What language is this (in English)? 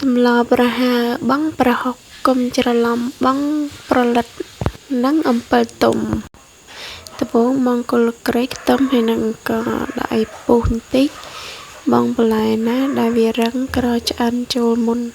Khmer